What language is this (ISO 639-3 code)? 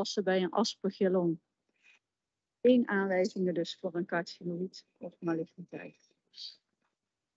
nld